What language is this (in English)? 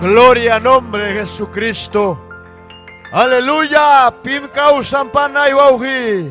Ayacucho Quechua